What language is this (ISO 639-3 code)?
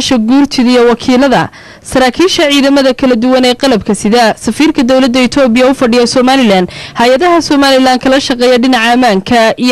som